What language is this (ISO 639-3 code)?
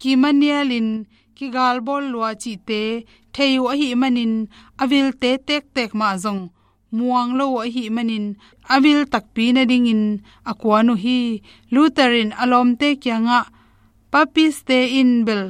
ctd